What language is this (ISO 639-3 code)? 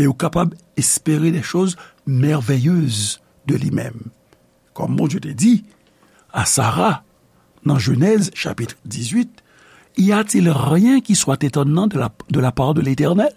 hat